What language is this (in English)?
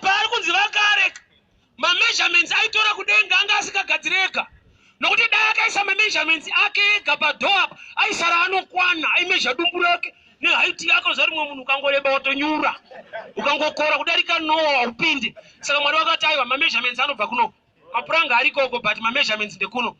Shona